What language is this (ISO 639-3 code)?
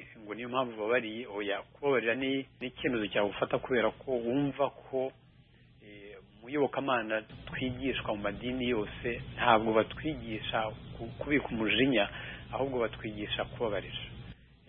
kin